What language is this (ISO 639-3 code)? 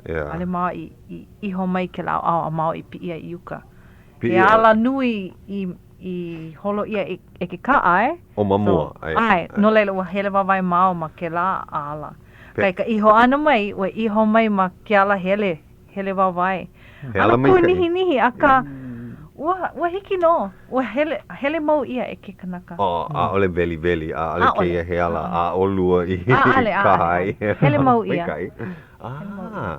haw